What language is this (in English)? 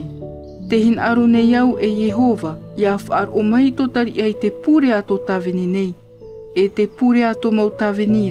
Tahitian